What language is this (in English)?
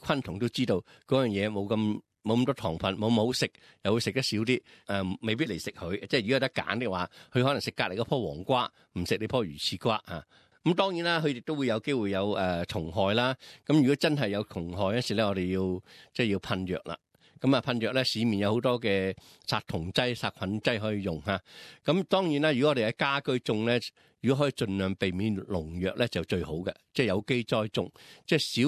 Cantonese